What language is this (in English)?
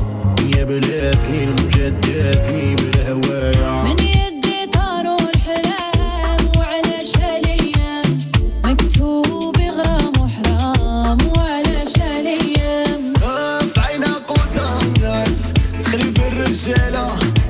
Moroccan Arabic